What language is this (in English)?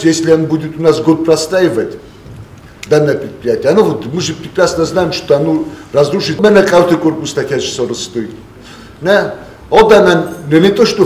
Ossetic